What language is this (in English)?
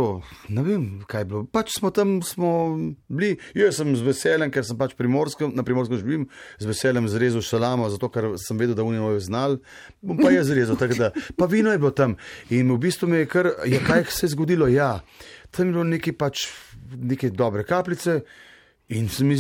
Slovenian